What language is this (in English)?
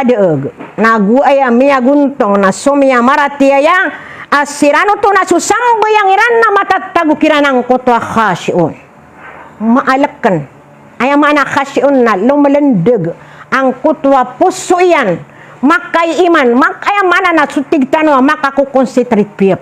Maranao